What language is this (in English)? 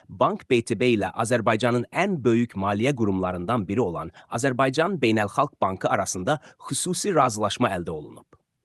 Azerbaijani